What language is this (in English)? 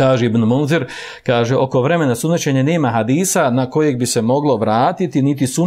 Bosnian